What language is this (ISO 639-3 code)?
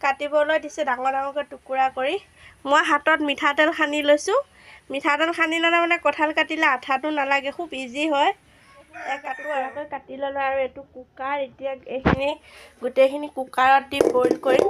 asm